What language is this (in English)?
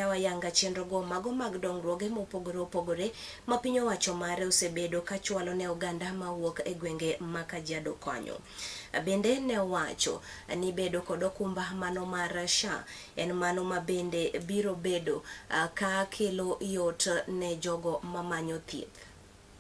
Luo (Kenya and Tanzania)